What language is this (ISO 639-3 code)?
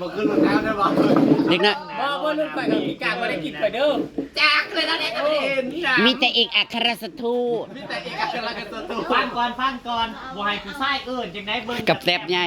tts